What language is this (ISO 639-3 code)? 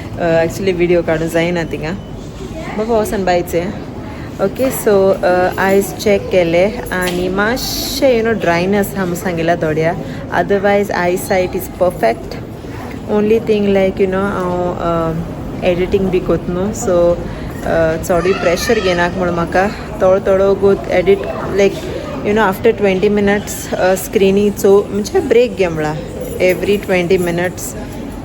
kok